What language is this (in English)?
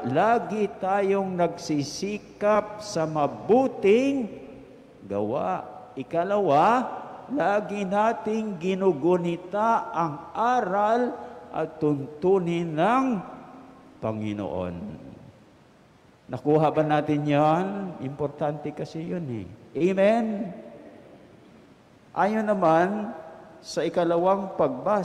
Filipino